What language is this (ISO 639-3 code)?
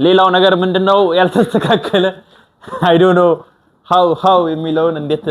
amh